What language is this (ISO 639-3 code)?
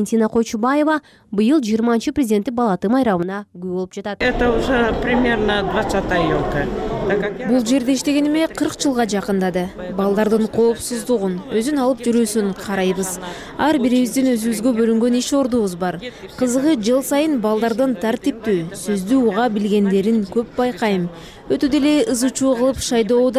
kir